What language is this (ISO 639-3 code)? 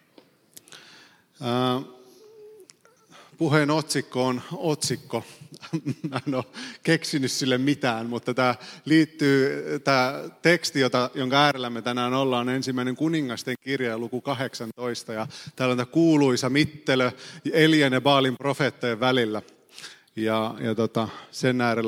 fin